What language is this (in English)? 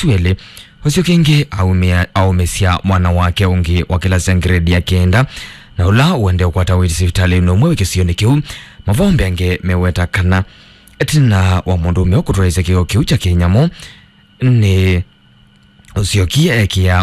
Kamba